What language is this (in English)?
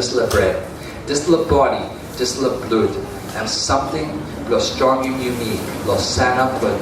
Tok Pisin